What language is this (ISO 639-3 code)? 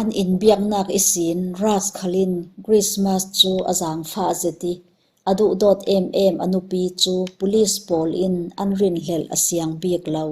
cfm